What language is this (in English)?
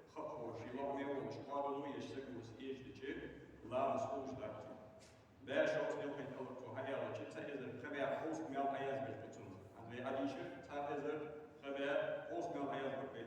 Ingush